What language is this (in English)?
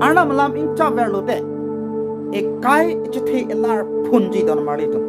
Karbi